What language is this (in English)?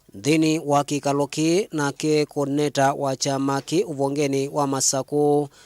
Kamba